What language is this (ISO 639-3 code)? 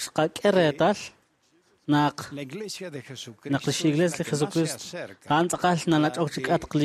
kek